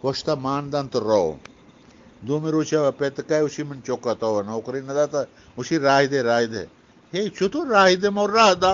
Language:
Eastern Balochi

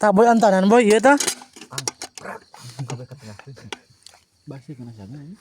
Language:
Sundanese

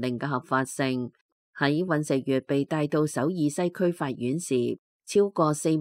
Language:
Cantonese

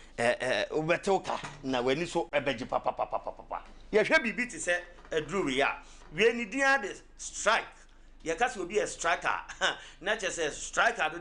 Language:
Akan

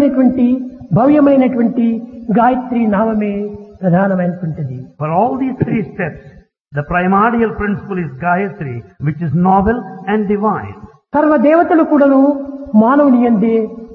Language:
Telugu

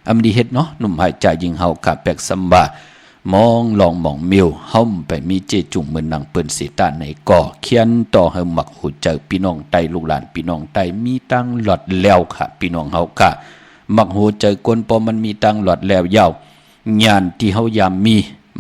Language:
Shan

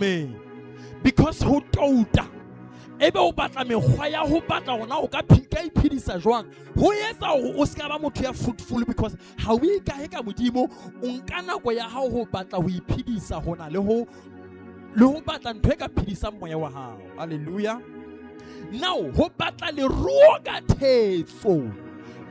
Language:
Southern Sotho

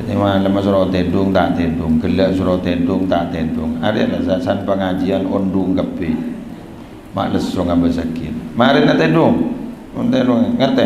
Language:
Madurese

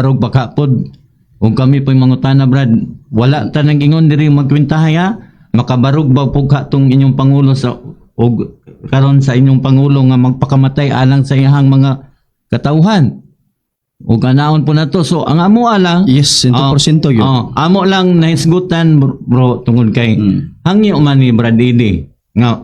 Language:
Cebuano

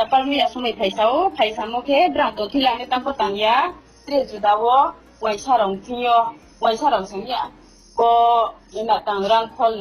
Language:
Riang (India)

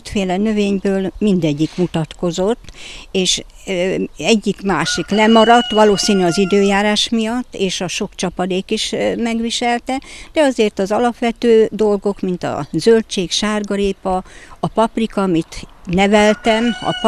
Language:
Hungarian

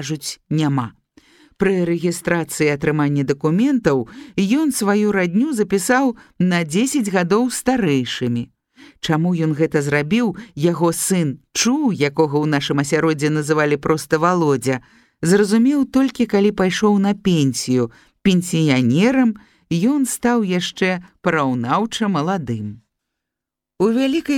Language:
Belarusian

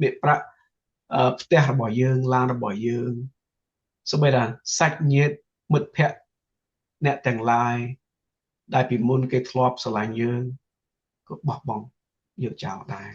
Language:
Khmer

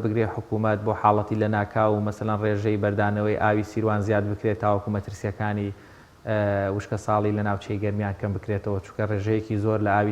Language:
Central Kurdish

